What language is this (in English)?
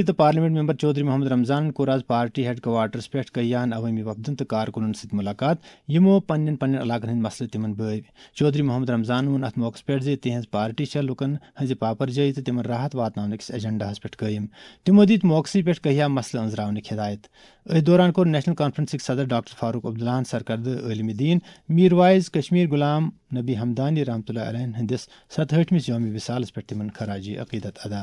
Kashmiri